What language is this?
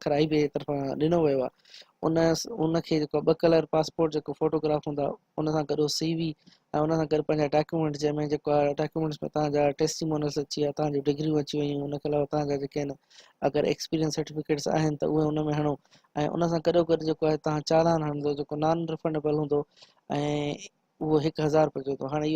Sindhi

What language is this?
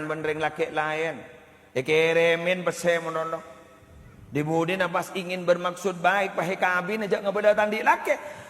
Madurese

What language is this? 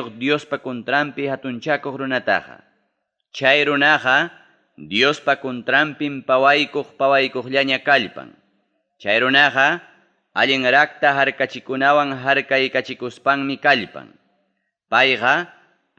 Ayacucho Quechua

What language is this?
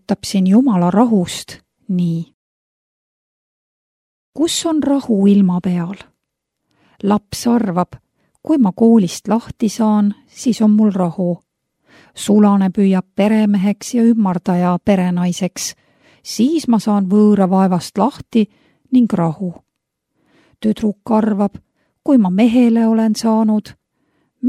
Estonian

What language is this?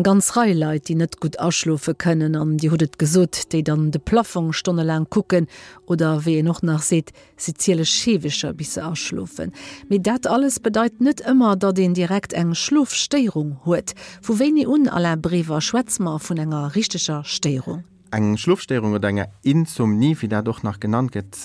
Luxembourgish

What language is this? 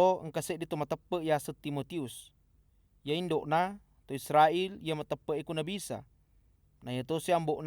Buginese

